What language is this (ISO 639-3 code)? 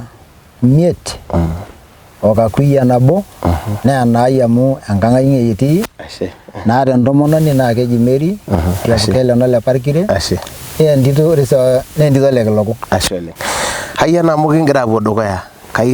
mas